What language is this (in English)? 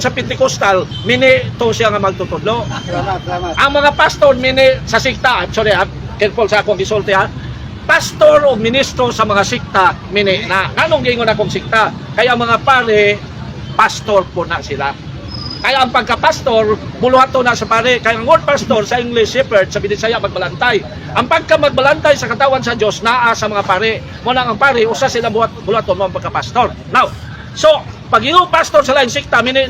Cebuano